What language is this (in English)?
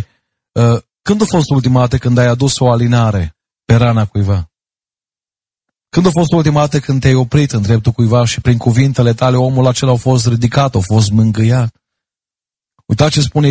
Romanian